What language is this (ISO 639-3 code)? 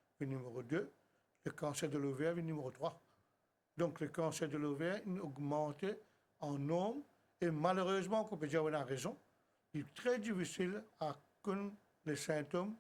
mfe